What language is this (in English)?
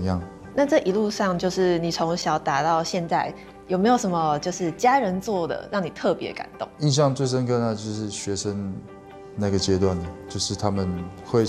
Chinese